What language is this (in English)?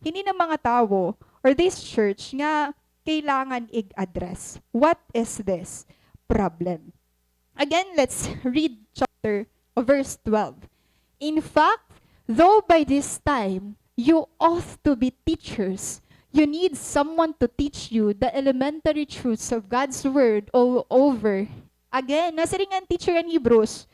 Waray